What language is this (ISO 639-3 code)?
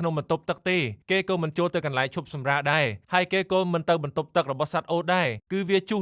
khm